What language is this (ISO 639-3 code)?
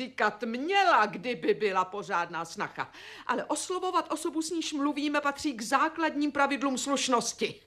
ces